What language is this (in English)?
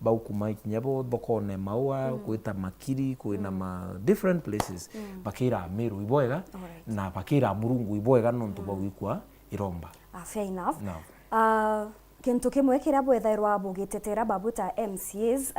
Meru